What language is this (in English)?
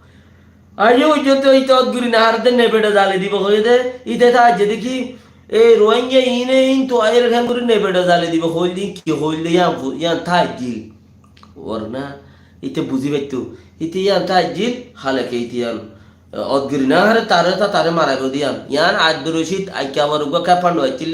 Rohingya